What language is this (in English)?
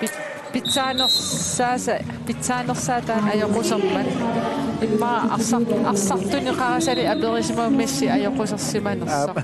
Kalaallisut